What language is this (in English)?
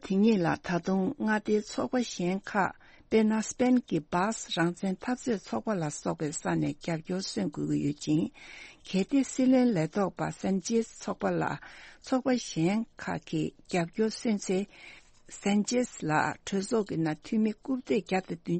Tibetan